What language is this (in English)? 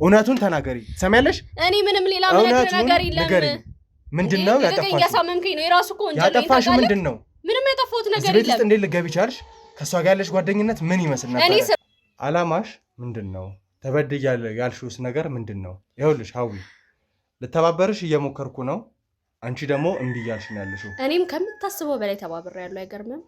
Amharic